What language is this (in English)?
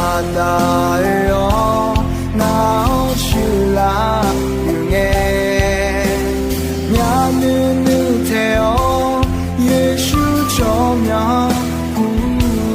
Akha